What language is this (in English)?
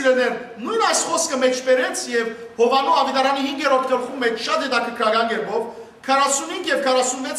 Western Armenian